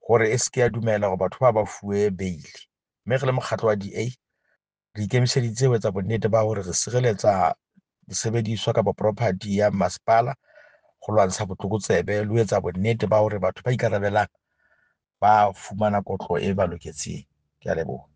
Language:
Southern Sotho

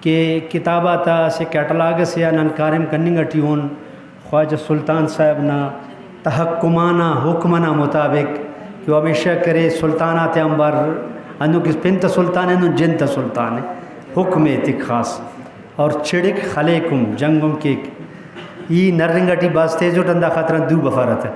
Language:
Brahui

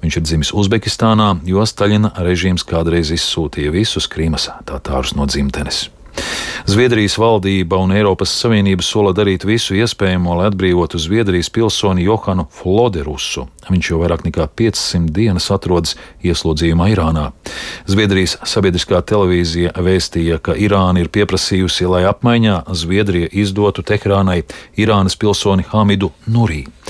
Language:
Latvian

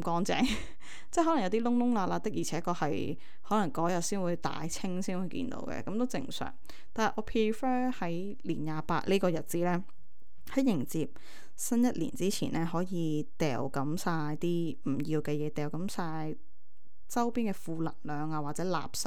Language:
Cantonese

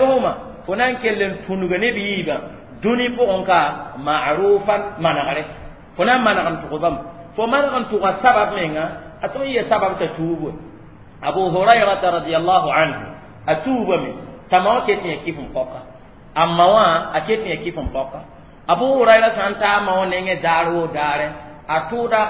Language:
Mossi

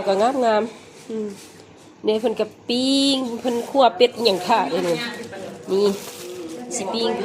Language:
Lao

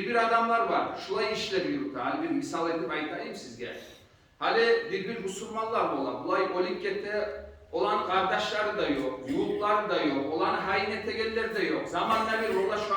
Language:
Kumyk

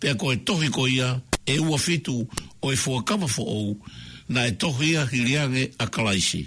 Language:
Tongan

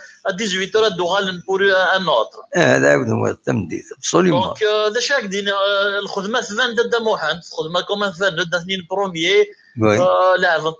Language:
Kabyle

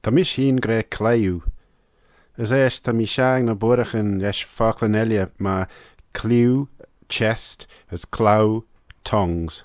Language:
Manx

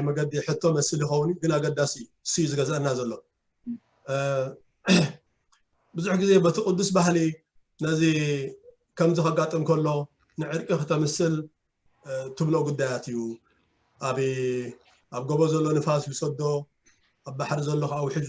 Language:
Tigrinya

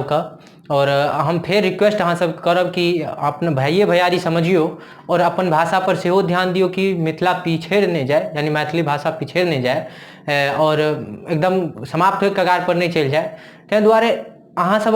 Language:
Maithili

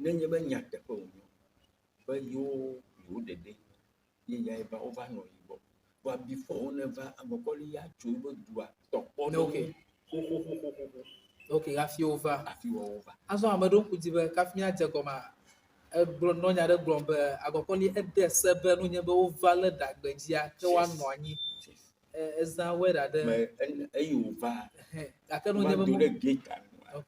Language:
Ewe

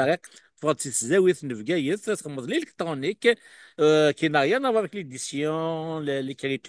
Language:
Kabyle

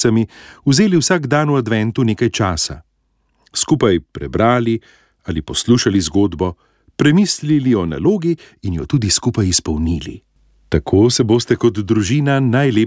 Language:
Slovenian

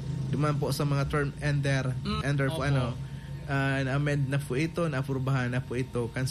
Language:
Bikol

